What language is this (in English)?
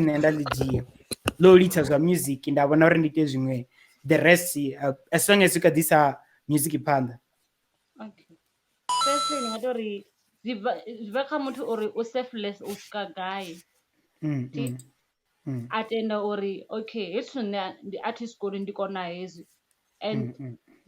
Venda